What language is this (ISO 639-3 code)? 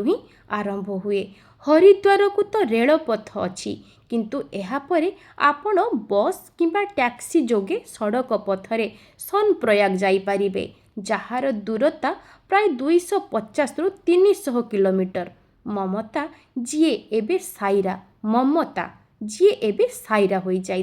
ori